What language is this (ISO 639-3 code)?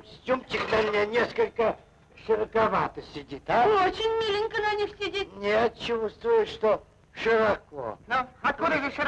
rus